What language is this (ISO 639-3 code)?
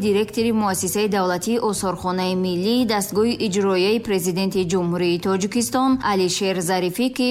tgk